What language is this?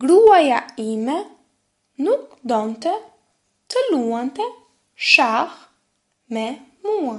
Albanian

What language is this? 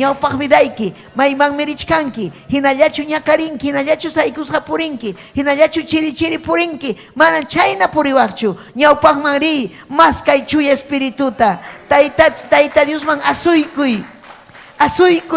Ayacucho Quechua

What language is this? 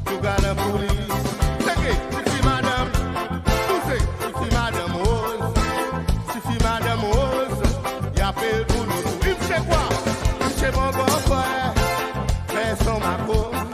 Seselwa Creole French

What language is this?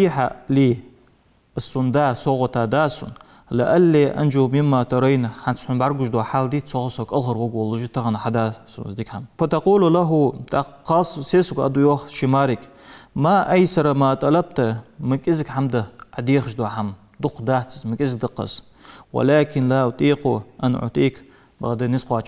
Ingush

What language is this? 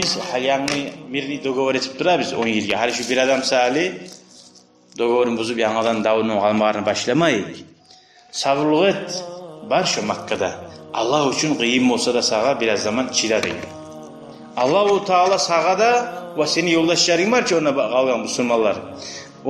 Kumyk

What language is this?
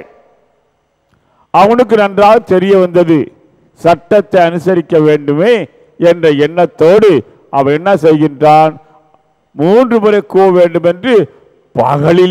Tamil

